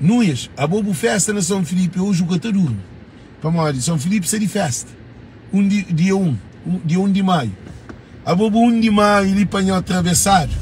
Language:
Kabuverdianu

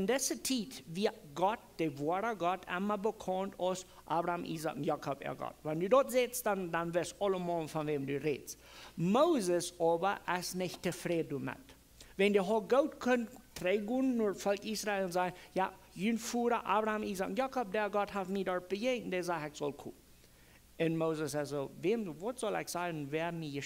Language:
Plautdietsch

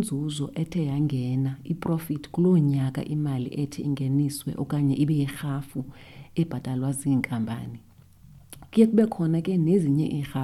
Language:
Xhosa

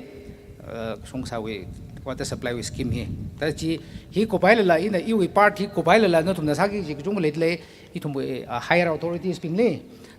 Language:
Tangkhul Naga (India)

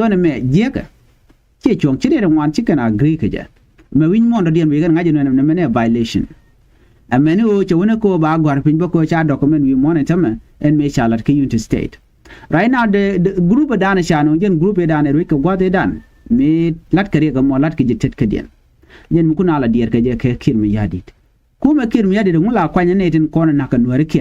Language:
Nuer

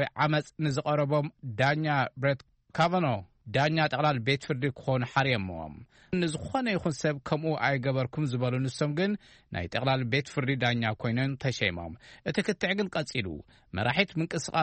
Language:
Tigrinya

